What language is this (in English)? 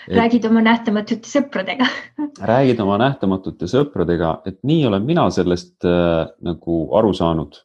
Estonian